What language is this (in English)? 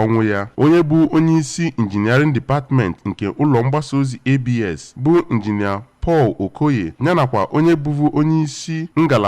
Igbo